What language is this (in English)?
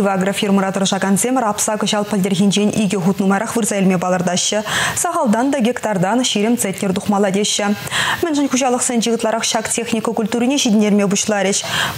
Chuvash